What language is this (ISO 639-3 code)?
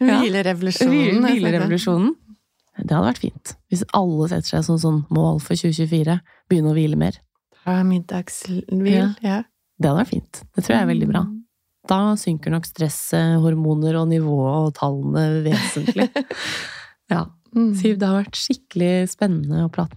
nor